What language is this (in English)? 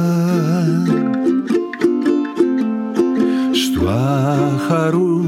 Greek